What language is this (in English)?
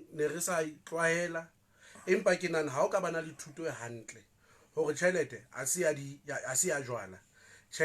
Southern Sotho